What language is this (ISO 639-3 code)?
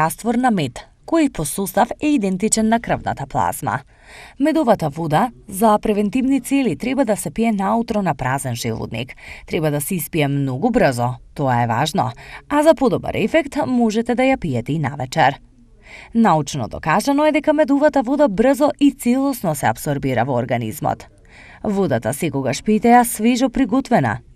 mkd